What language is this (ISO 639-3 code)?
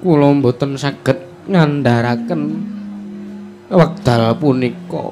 jav